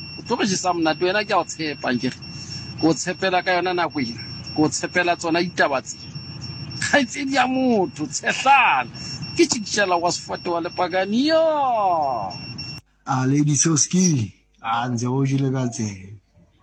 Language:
Southern Sotho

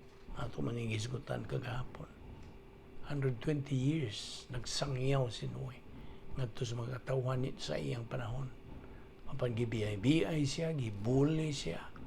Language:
Cebuano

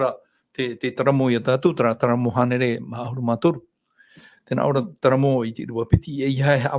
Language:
Tahitian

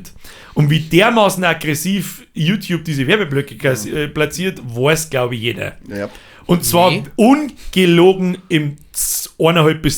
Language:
Bavarian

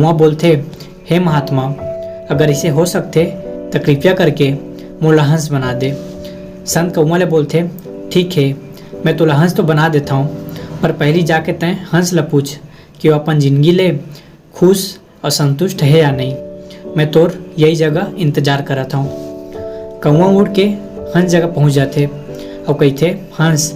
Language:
Chhattisgarhi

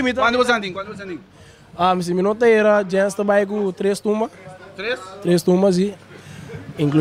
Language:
Papiamento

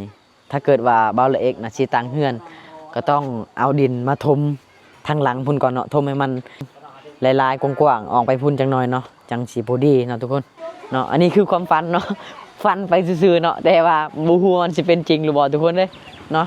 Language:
Lao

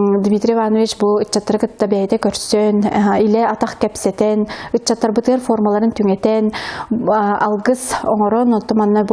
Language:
Yakut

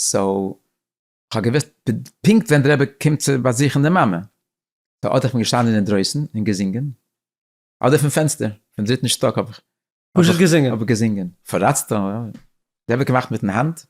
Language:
Yiddish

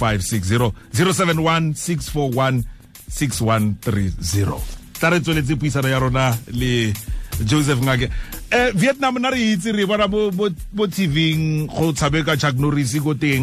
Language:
Tswana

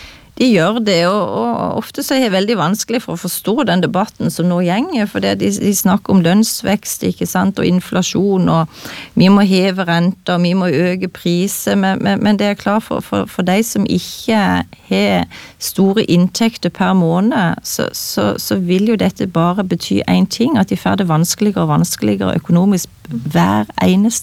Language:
Norwegian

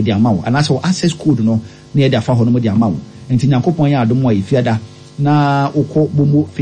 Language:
Akan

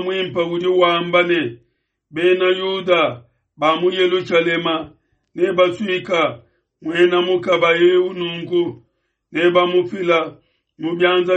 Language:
Luba-Lulua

